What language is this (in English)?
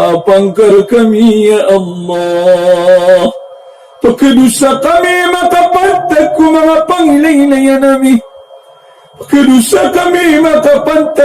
Maranao